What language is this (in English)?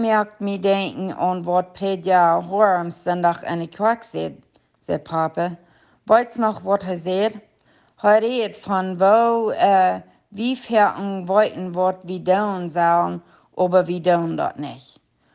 Plautdietsch